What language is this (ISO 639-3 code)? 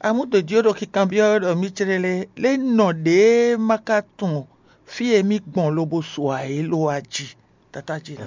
fon